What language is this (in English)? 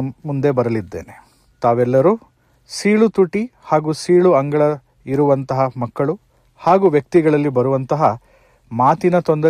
Kannada